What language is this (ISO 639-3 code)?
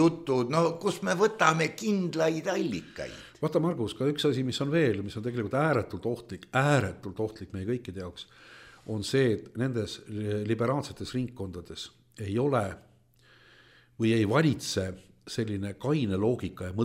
est